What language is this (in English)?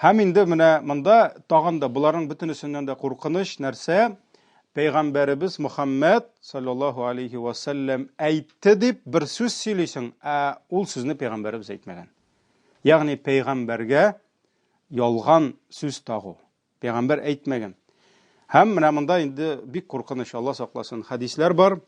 Tatar